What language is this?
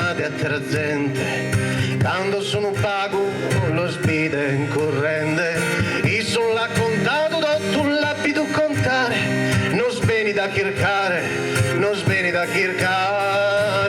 Sardinian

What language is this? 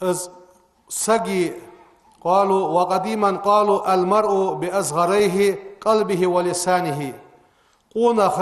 Ingush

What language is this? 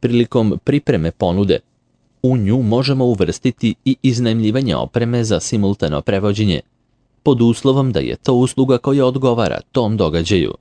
Serbian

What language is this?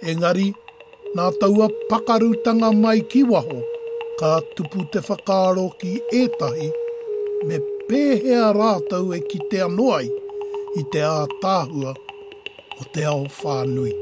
Māori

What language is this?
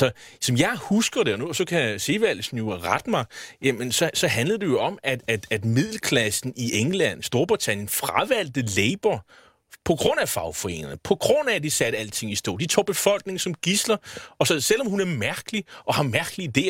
Danish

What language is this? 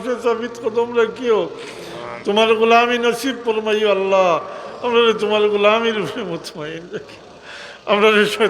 Sylheti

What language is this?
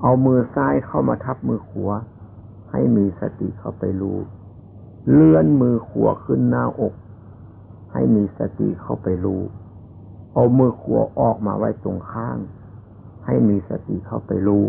Northeastern Thai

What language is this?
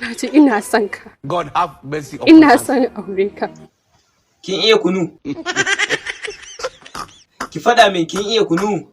Hausa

